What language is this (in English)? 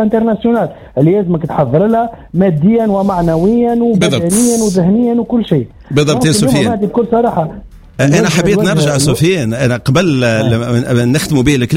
Tunisian Arabic